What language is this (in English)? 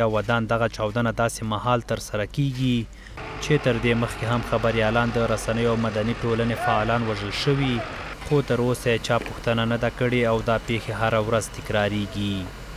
Pashto